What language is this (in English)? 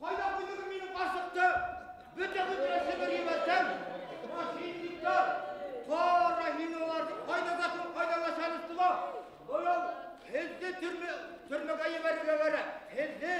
Bashkir